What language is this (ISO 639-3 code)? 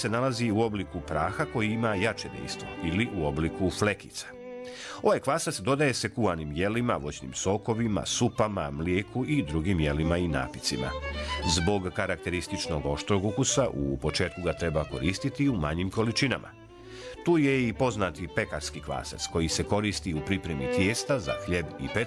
bos